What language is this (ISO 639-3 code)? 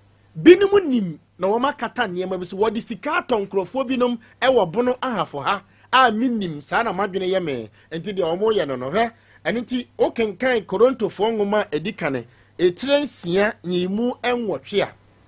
aka